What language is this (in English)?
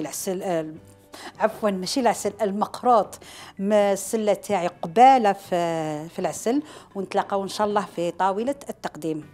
Algerian Arabic